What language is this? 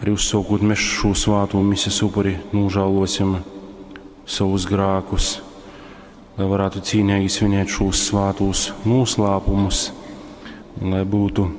Latgalian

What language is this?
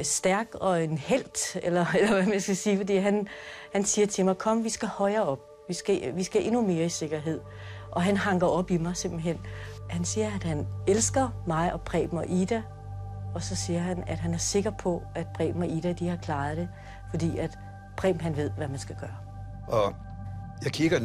Danish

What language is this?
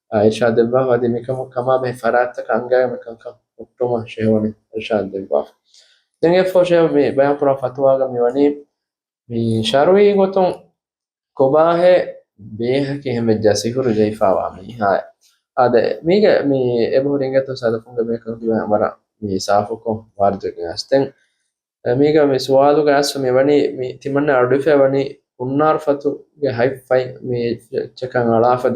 Divehi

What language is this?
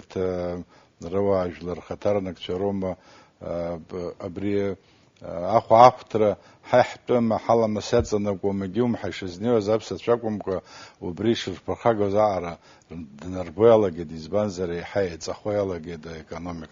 Abkhazian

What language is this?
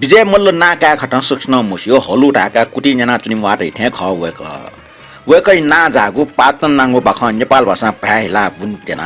Newari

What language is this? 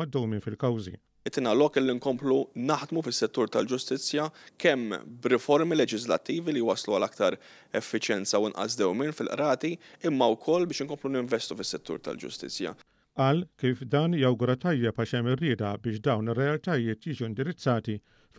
Maltese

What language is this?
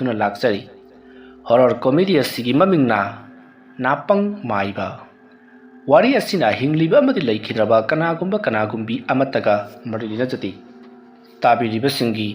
Manipuri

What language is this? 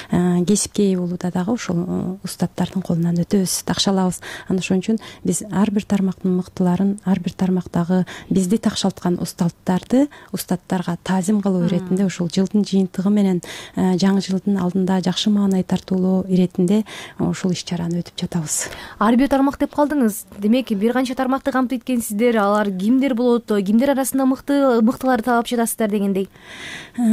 Kyrgyz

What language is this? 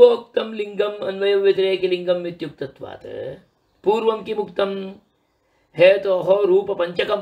Sanskrit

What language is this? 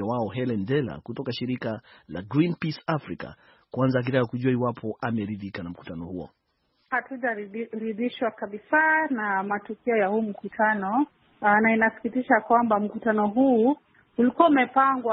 Swahili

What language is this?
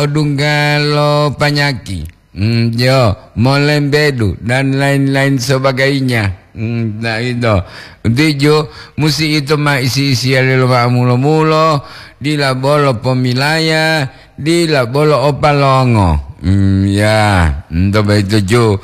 Gorontalo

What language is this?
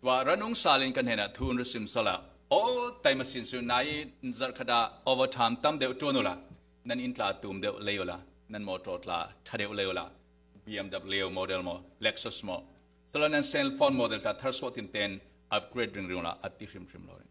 Falam Chin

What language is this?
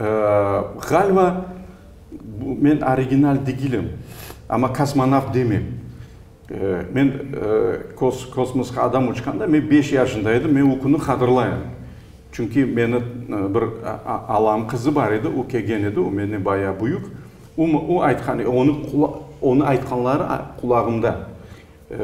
Crimean Tatar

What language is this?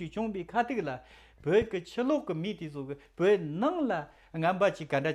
Tibetan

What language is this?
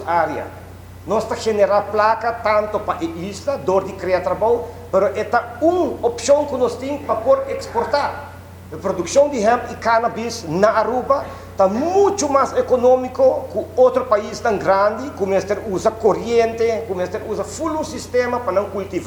Papiamento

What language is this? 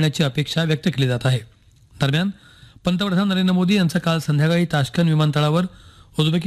Marathi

